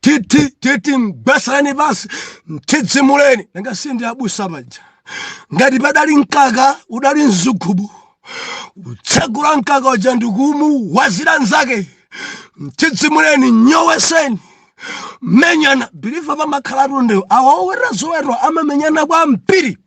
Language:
Nyanja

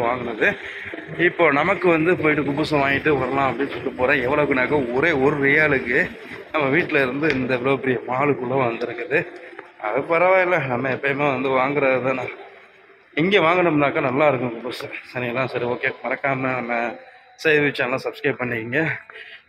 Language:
Tamil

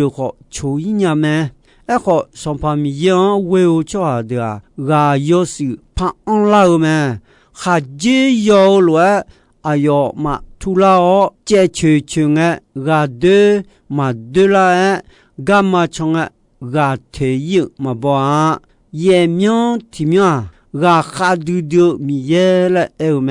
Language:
Akha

